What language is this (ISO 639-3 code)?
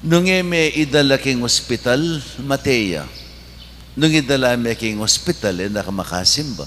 pam